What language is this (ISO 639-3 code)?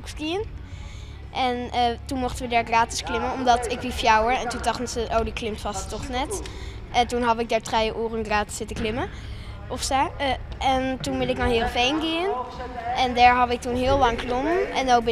fry